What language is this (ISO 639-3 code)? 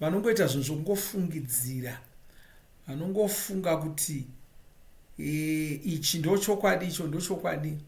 sna